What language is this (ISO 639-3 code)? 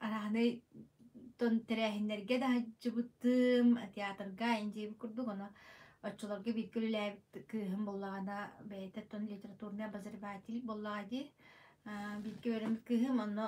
sah